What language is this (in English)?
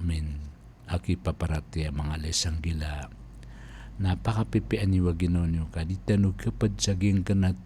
Maranao